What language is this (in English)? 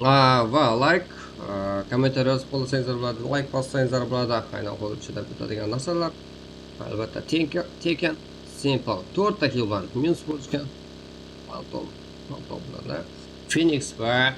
Kara-Kalpak